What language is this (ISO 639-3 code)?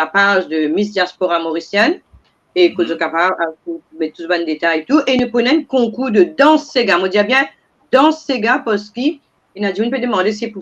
mfe